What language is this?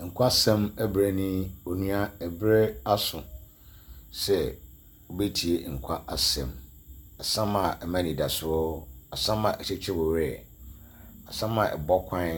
Akan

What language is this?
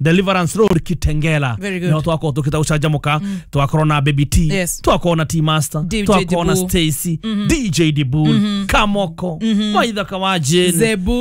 Kikuyu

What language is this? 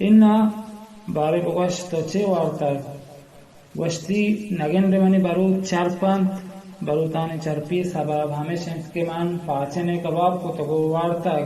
Baluchi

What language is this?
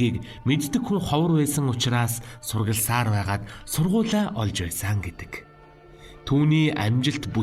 Mongolian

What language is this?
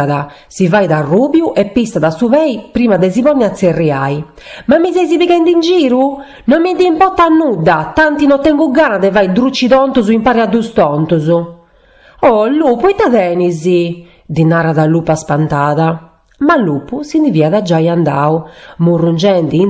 Sardinian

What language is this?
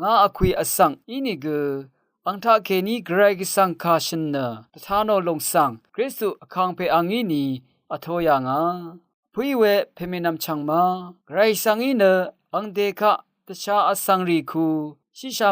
Rawang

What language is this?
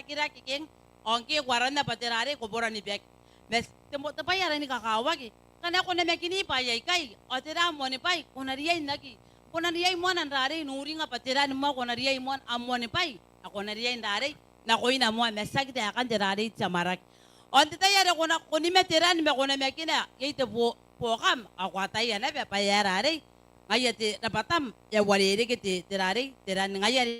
Gilbertese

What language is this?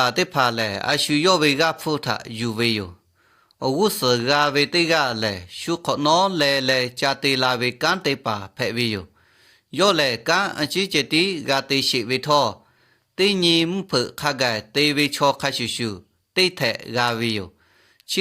Lahu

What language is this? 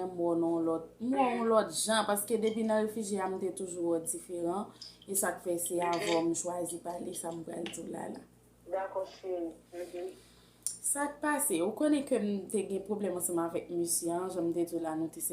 Haitian Creole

